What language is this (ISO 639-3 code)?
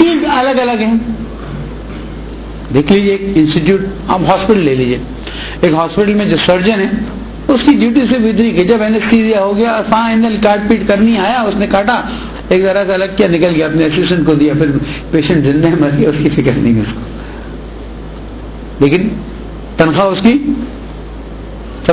urd